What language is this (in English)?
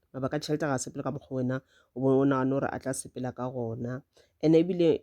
Northern Sotho